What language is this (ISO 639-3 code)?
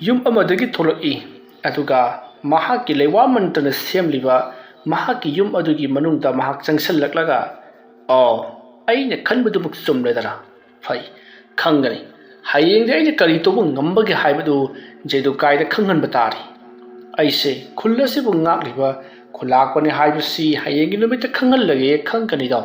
mni